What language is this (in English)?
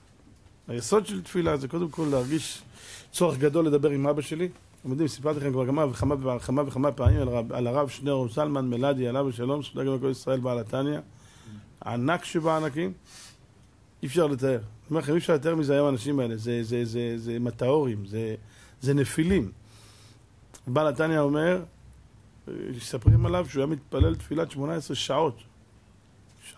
Hebrew